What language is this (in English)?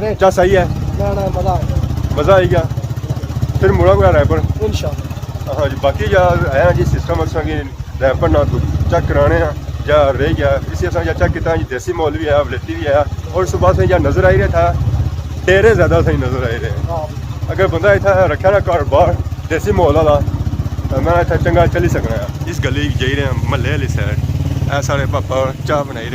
Pahari-Potwari